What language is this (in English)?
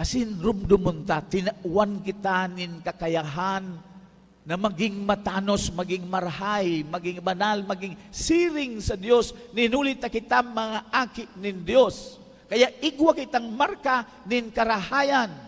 Bikol